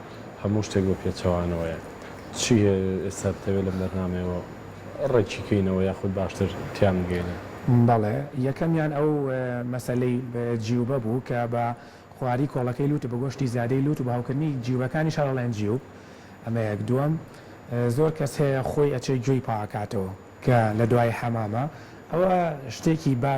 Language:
Central Kurdish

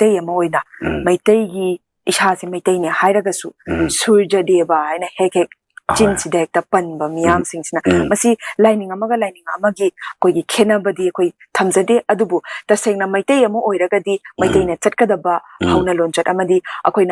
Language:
Manipuri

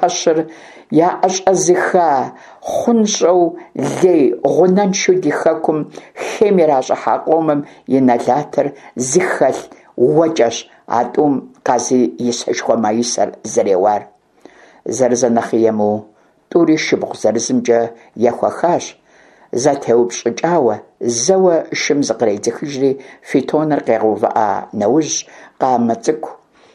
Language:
Kabardian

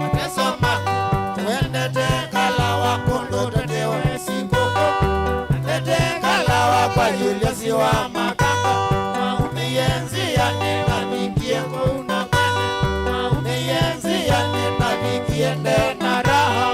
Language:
Kamba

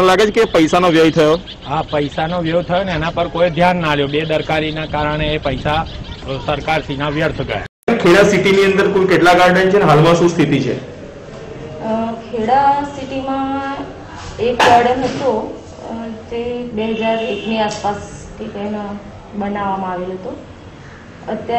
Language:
Gujarati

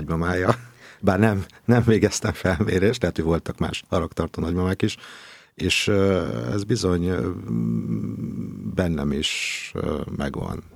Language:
Hungarian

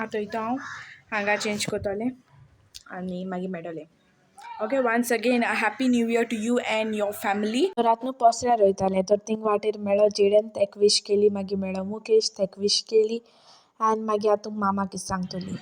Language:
Konkani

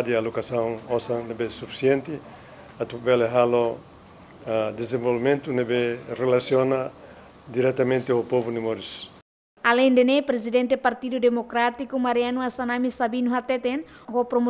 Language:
Tetum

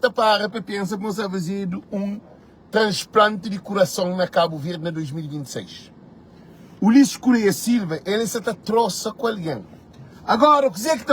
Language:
Kabuverdianu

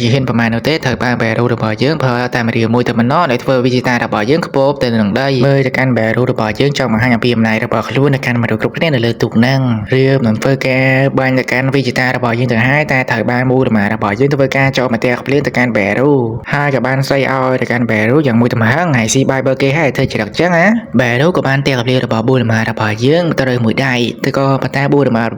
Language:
Khmer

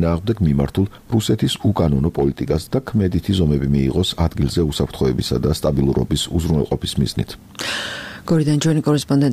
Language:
Georgian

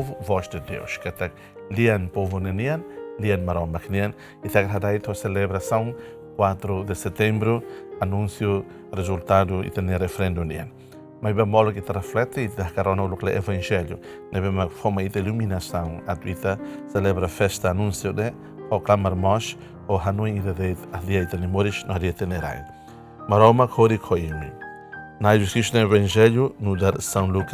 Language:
Tetum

